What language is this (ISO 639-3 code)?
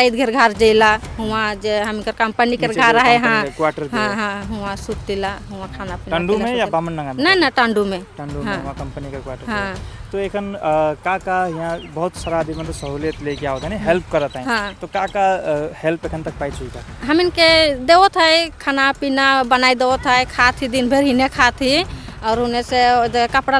sck